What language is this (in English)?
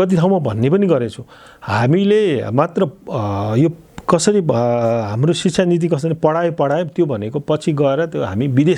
Nepali